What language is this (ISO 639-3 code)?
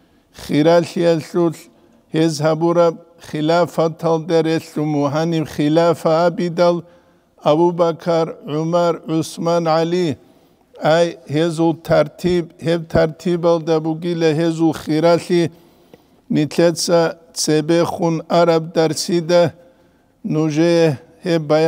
ava